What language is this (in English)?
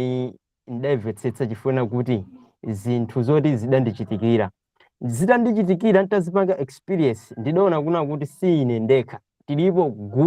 Nyanja